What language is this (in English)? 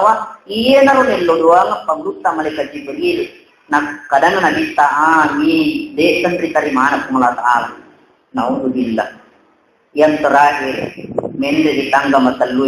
Buginese